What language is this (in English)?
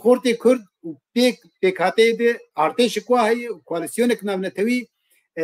Kurdish